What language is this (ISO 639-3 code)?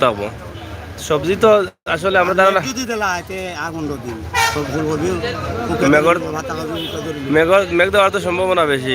syl